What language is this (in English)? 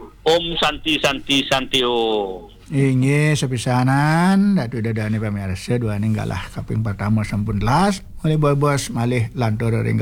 Balinese